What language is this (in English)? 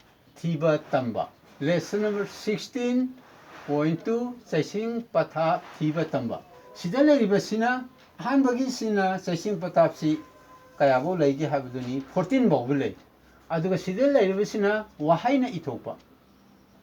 Manipuri